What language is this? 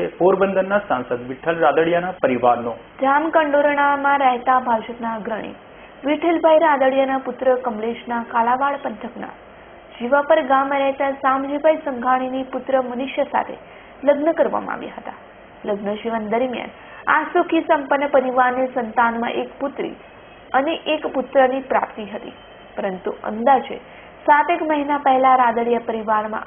Gujarati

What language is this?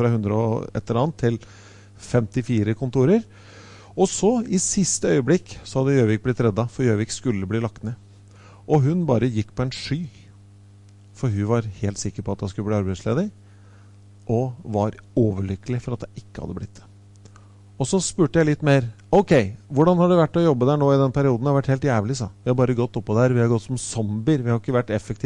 Norwegian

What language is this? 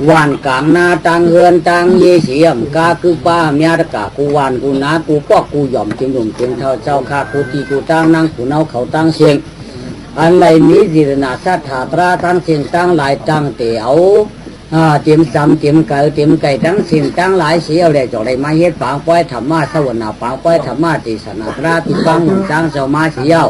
Shan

